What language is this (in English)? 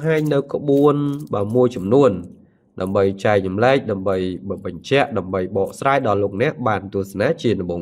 Khmer